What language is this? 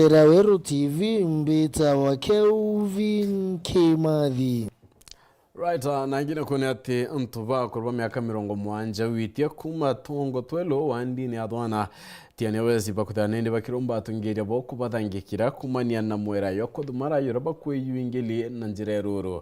Meru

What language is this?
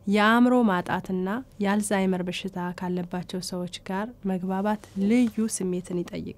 Amharic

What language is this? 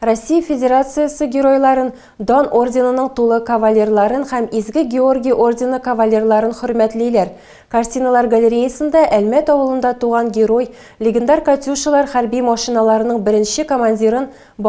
Tatar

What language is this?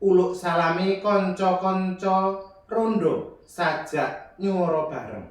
Javanese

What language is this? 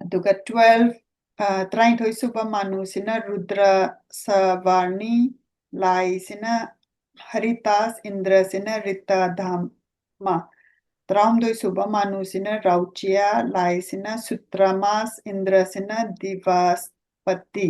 Manipuri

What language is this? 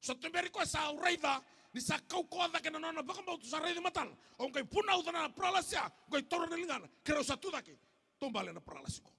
Fijian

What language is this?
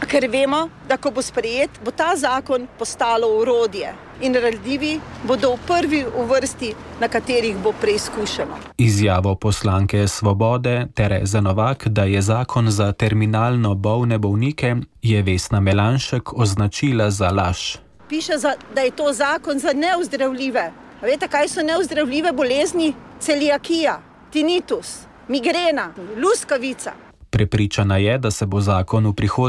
Slovenian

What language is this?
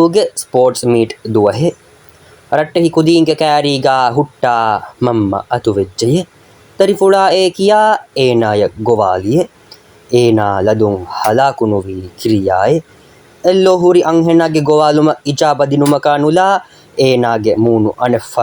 Divehi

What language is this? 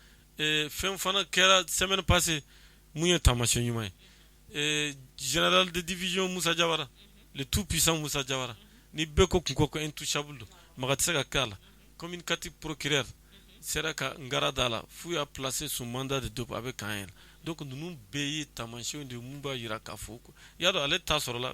Bambara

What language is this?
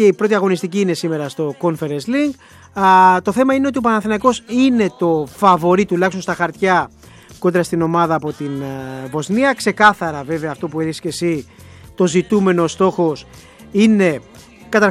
Greek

